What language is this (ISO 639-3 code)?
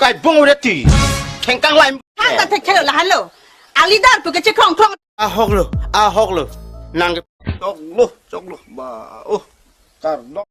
mjw